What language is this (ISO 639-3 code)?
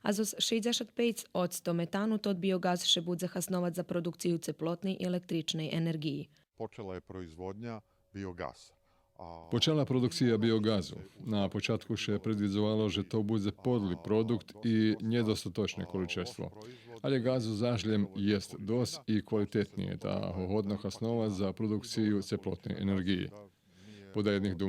rue